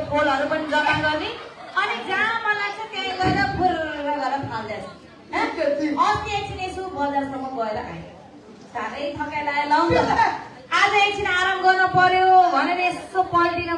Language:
Nepali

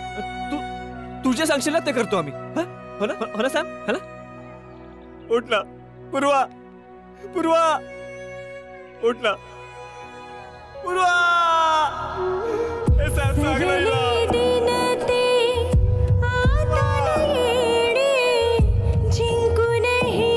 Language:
Marathi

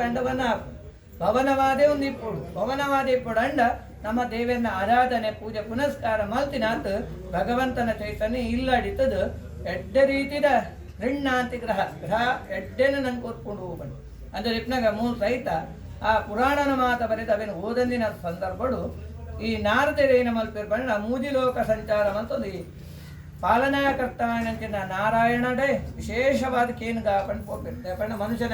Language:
Tulu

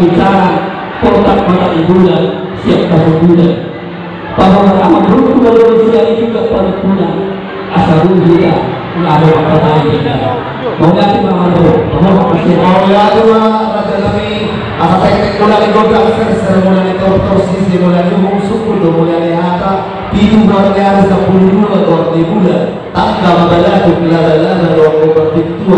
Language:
Batak Toba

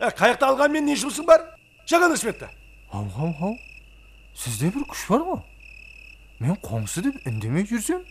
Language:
Kara-Kalpak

